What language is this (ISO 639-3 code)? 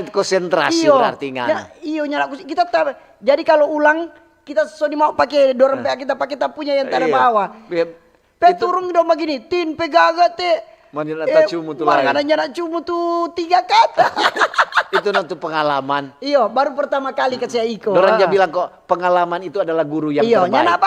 xmm